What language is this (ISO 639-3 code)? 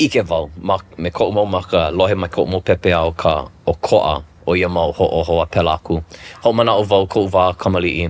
haw